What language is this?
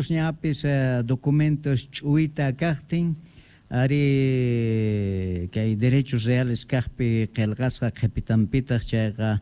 South Bolivian Quechua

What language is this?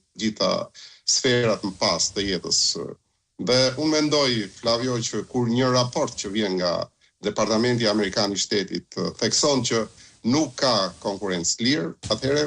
Albanian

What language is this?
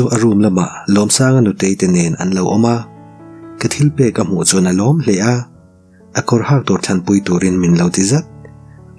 Mizo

